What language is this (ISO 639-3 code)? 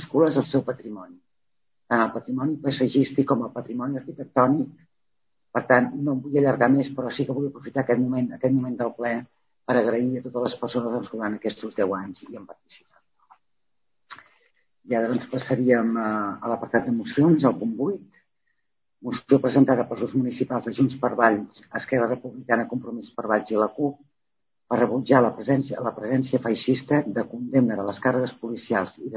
cat